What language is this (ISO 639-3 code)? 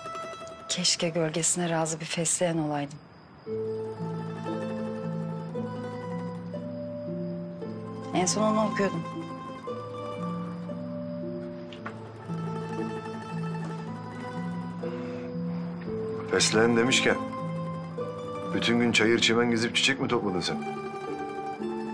tur